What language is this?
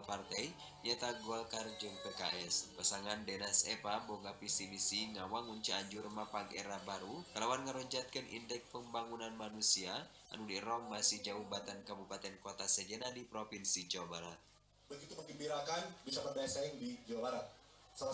Sundanese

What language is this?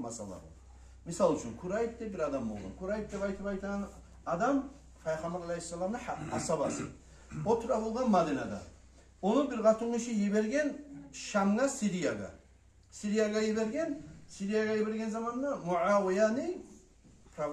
Kumyk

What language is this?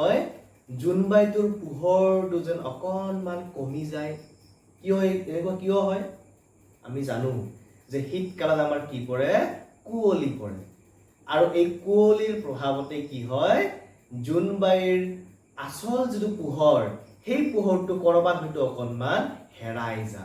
Assamese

